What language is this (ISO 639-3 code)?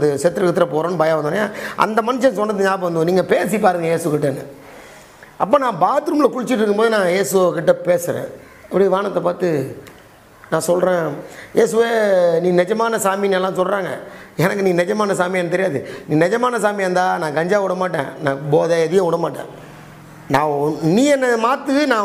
tam